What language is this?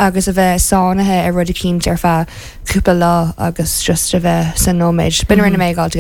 Irish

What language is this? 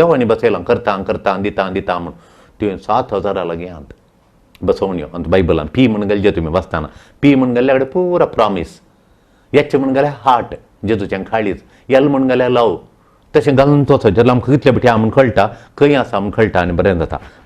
Konkani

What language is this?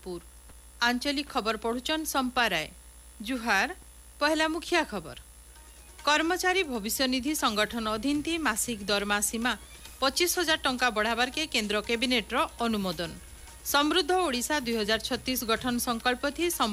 Odia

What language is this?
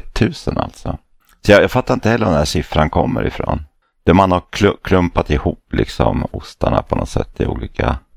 Swedish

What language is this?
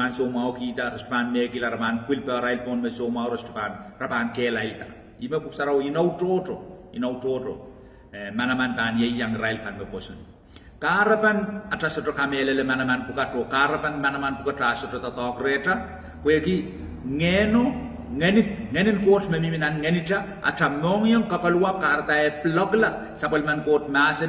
Pohnpeian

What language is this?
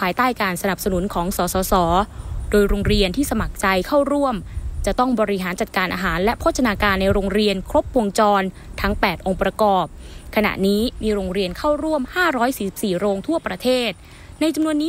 Thai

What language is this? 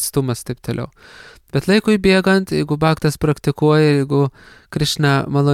Lithuanian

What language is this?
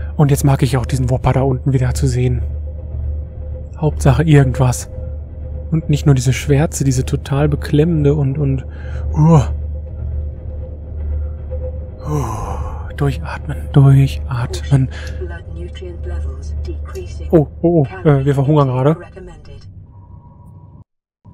German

